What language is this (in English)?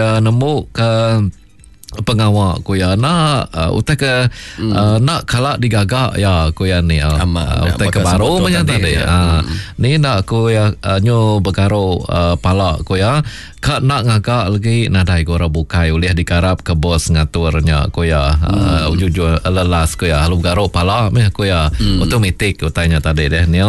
Iban